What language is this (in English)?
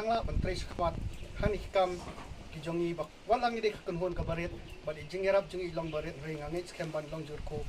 Khasi